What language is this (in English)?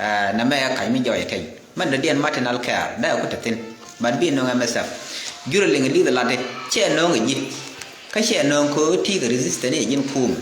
Nuer